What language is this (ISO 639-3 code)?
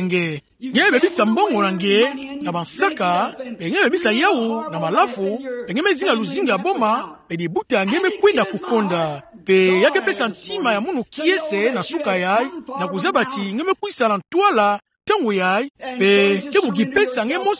ktu